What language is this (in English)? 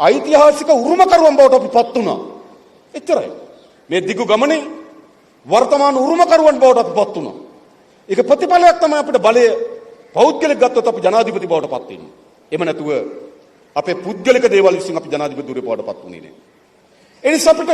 Sinhala